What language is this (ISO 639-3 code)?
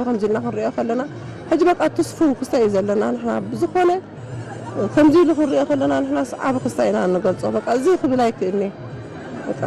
tir